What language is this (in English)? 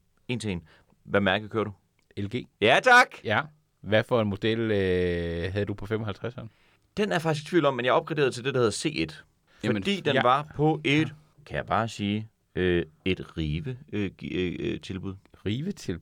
Danish